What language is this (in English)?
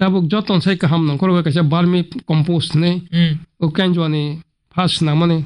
Kok Borok